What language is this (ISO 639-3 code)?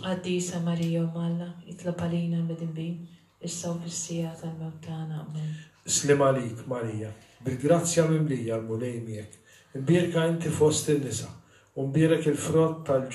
mlt